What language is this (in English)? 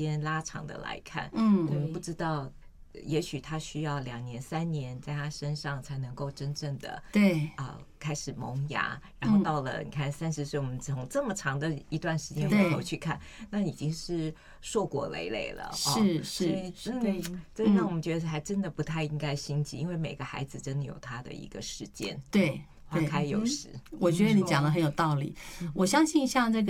Chinese